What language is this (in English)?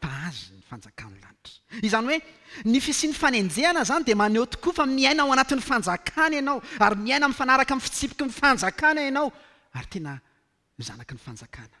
Malagasy